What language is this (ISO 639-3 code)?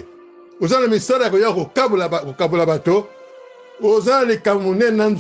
lin